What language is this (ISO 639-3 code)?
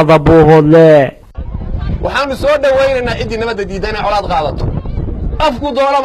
som